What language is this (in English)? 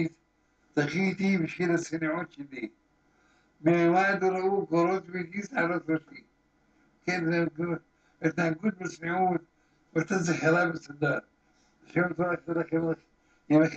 Hebrew